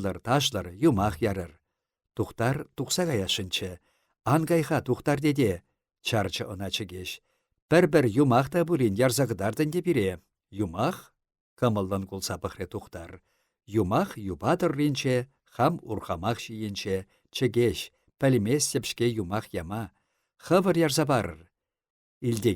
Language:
Chuvash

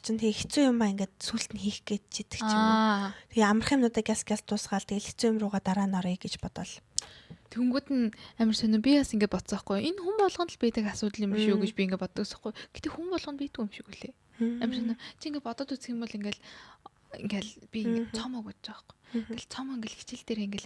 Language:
Mongolian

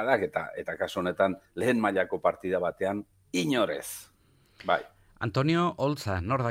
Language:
Basque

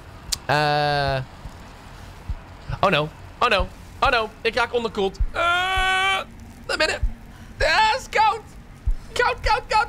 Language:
Dutch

